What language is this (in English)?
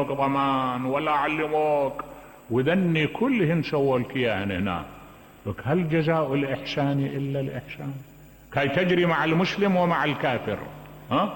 Mesopotamian Arabic